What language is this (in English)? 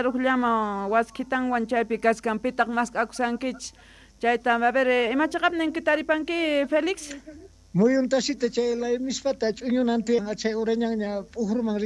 South Bolivian Quechua